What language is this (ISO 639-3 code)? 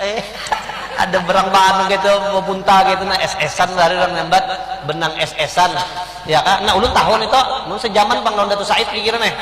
bjn